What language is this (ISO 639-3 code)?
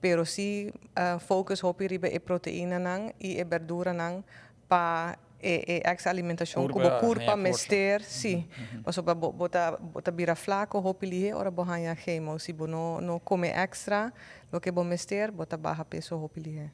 pap